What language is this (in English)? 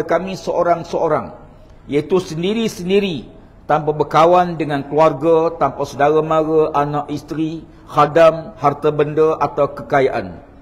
Malay